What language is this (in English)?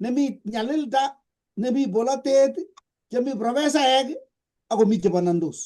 Kalenjin